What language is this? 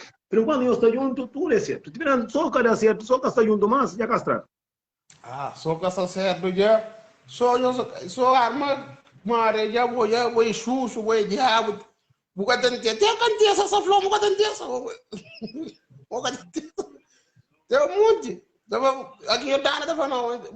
Kabuverdianu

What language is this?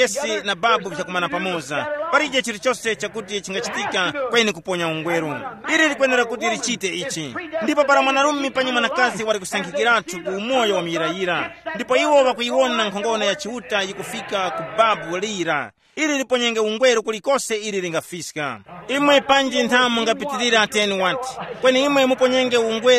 Tumbuka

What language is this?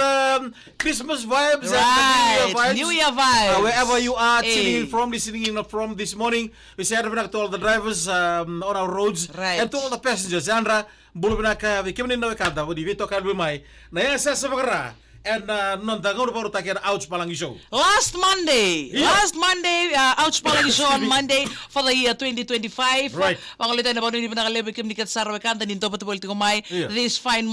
Fijian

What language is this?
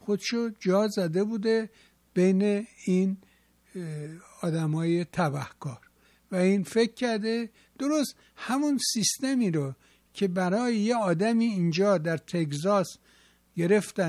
Persian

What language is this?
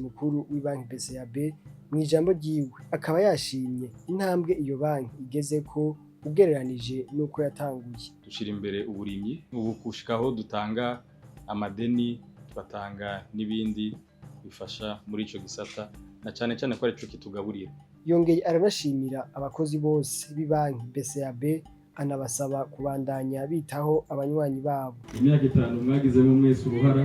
Rundi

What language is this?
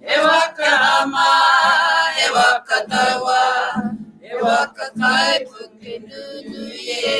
Māori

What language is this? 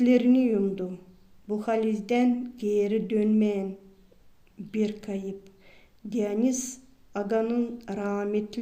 Gagauz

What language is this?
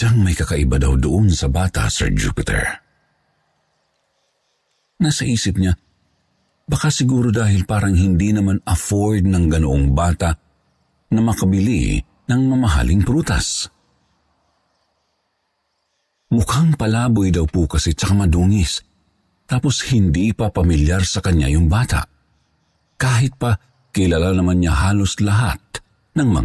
Filipino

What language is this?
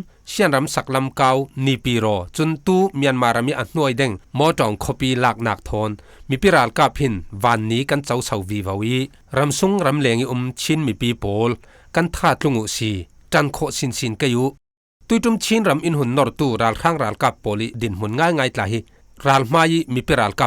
Falam Chin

